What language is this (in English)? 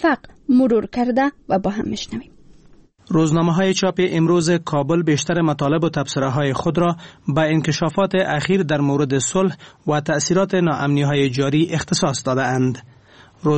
Persian